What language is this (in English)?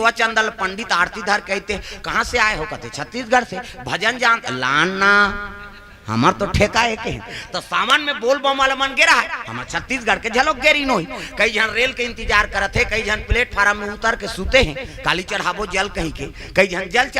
Chhattisgarhi